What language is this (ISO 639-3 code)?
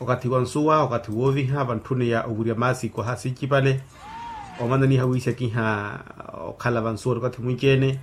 vmw